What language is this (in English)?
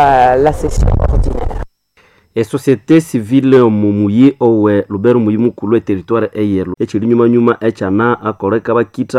Nande